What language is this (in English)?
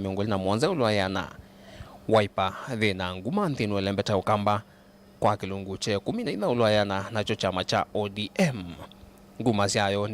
Kamba